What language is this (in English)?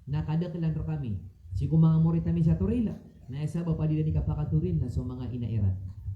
Maranao